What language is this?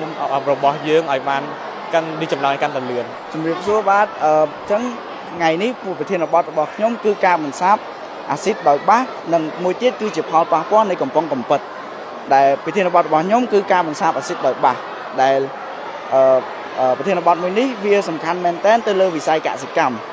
Khmer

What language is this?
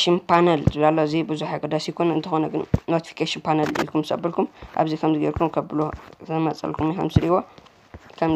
Tigrinya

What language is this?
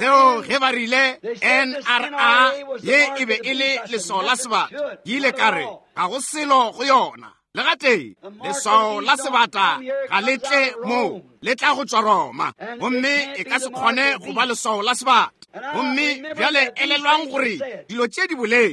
Northern Sotho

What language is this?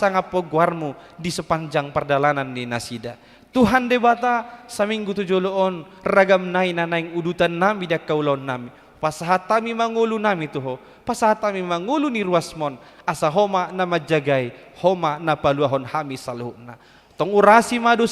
Batak Toba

